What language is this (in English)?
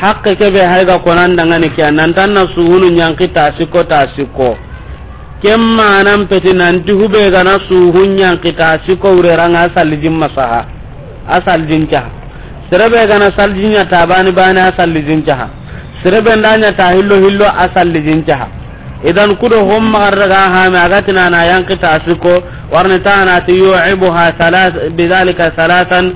Soninke